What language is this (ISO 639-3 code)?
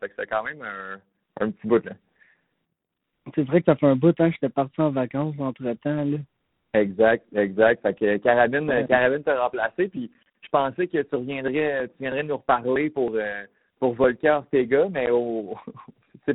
fra